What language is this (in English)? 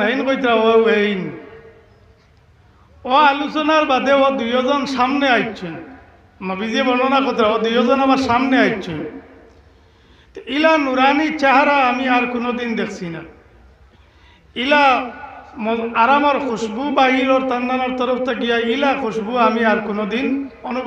Sylheti